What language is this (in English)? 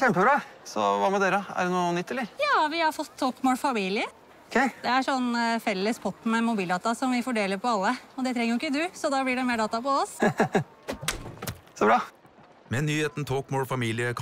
Norwegian